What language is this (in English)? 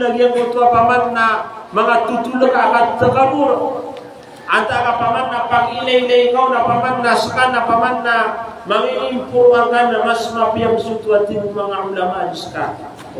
Maranao